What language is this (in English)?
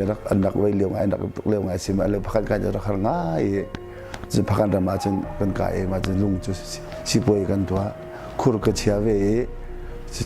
Hakha Chin